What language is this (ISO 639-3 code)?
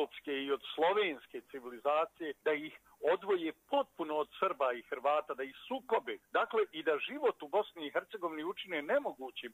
bos